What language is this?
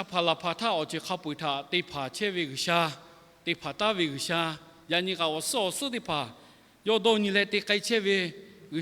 Lahu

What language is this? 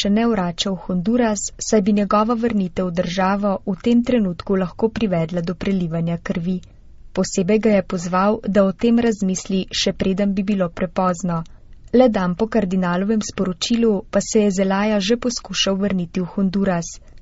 Slovenian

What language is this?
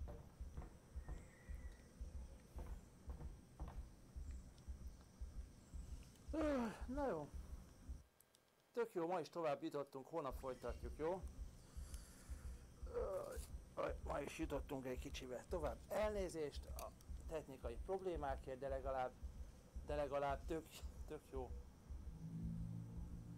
Hungarian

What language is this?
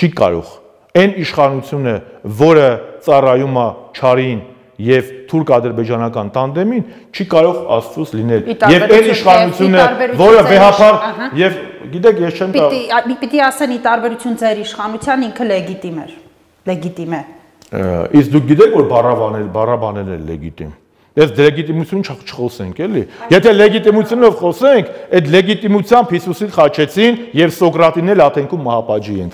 Armenian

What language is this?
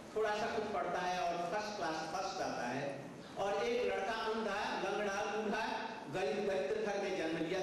Hindi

